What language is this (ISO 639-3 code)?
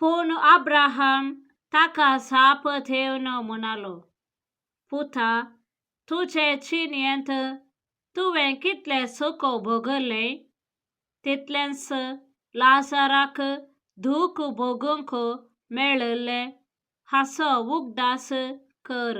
kok